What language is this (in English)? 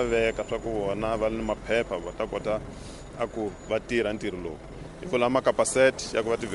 Tsonga